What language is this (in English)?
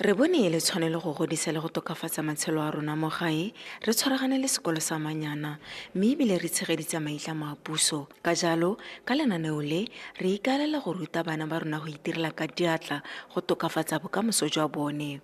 Tswana